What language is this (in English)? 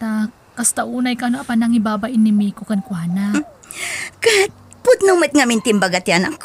Iloko